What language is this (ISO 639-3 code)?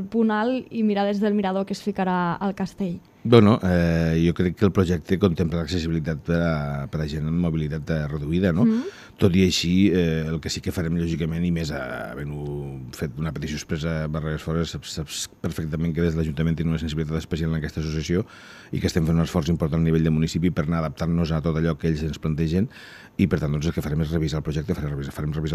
cat